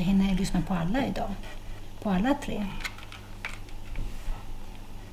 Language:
Swedish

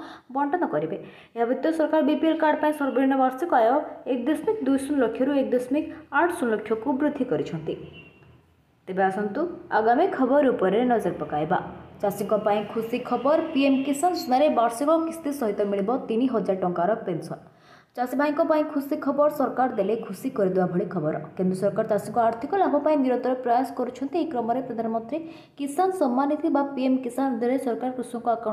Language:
Odia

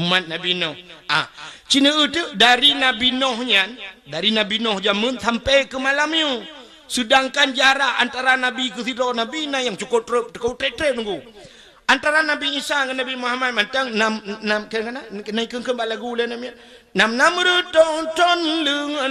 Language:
Achinese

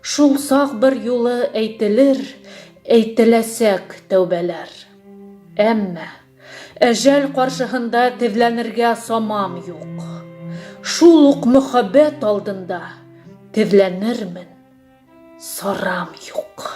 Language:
Bashkir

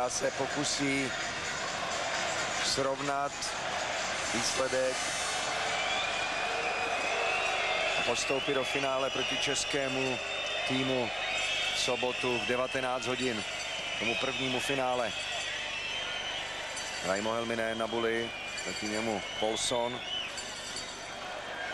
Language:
Czech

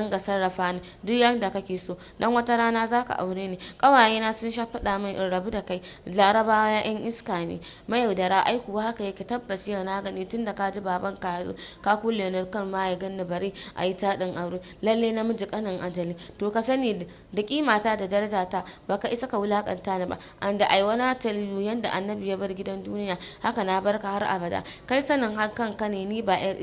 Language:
Hausa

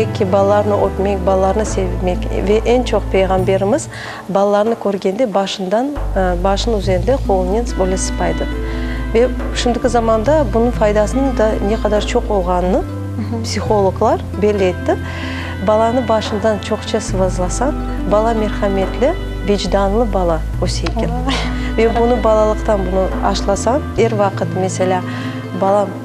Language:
Crimean Tatar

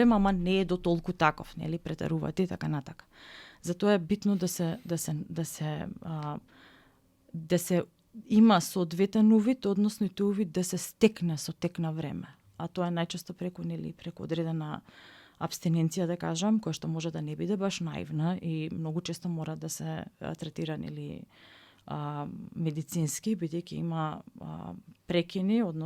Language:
Macedonian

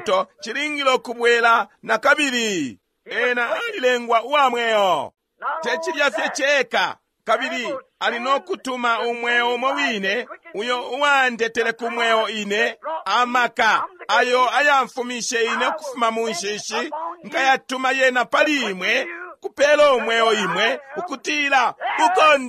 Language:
Bemba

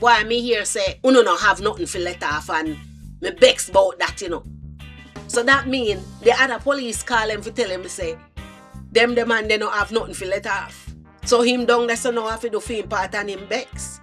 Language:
Jamaican Creole English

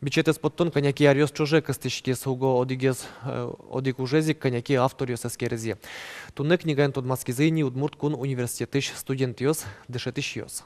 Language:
Udmurt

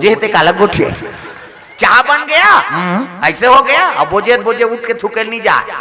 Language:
Chhattisgarhi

